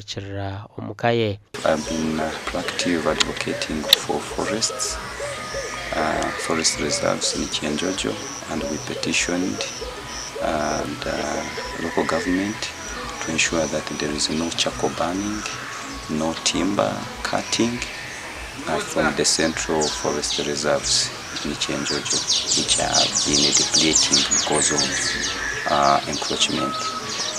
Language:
Nyankole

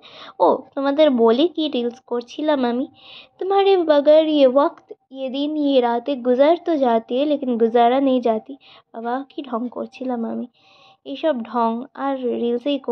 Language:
Bangla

